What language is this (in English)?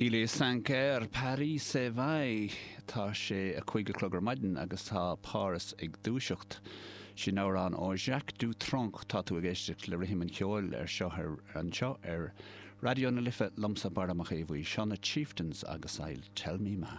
Irish